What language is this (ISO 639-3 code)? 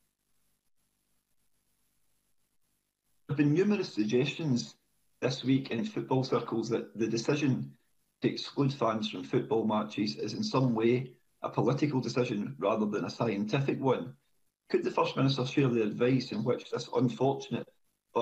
eng